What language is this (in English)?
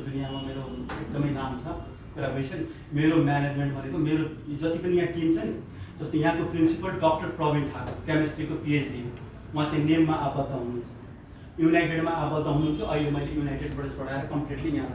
Nepali